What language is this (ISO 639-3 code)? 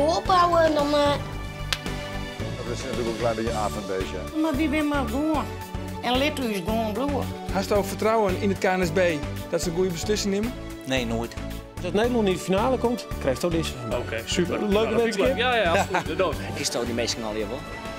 fry